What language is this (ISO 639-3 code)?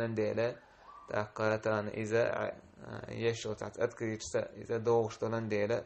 che